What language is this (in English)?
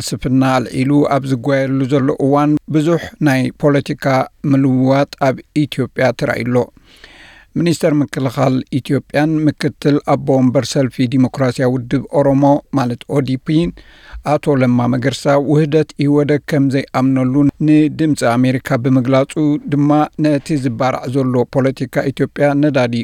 Tigrinya